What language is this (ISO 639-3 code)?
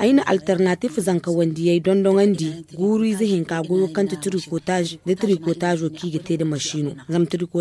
dje